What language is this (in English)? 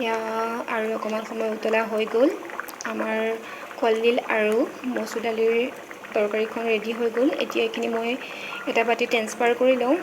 Assamese